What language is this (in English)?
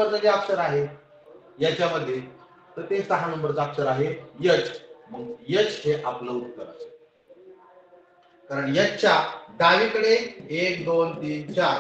Marathi